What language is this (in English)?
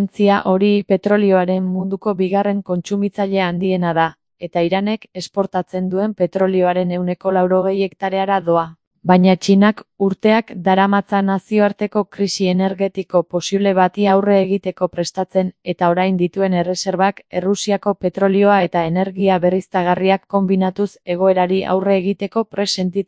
Basque